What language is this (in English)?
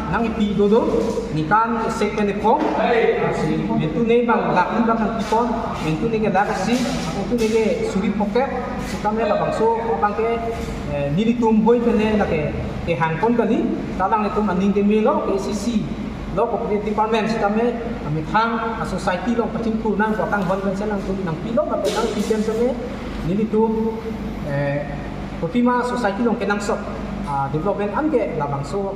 Karbi